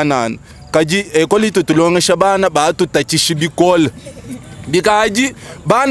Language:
Luba-Lulua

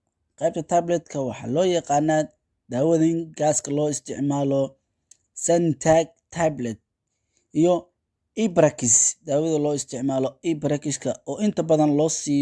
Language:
Somali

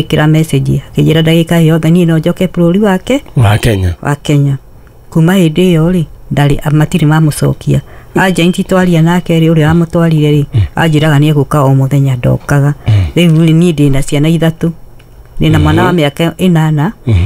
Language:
Kikuyu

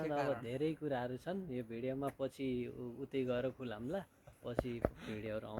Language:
Nepali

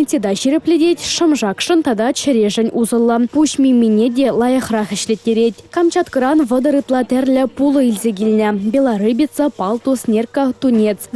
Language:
Chuvash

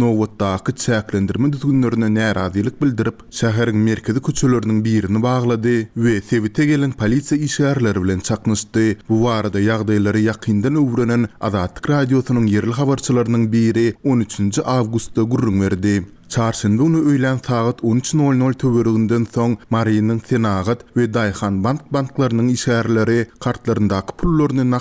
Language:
Turkmen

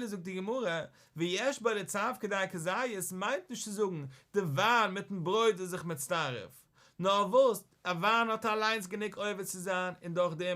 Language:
Yiddish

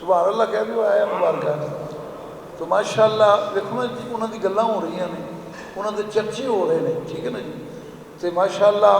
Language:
Western Panjabi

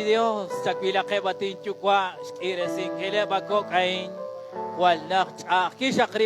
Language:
Kekchí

